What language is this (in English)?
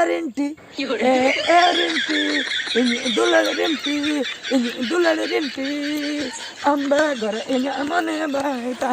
Santali